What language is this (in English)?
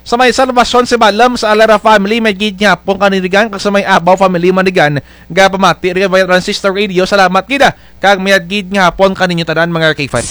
Kinaray-a